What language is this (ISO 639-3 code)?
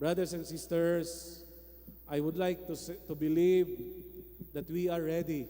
ceb